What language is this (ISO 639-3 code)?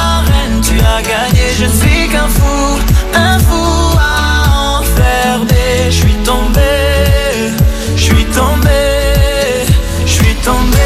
fra